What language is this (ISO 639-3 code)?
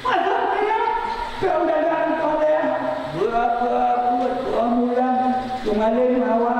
ace